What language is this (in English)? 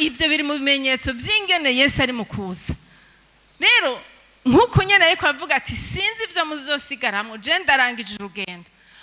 Rundi